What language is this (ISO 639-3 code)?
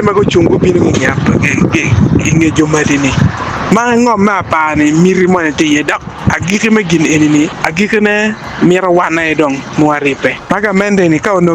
ach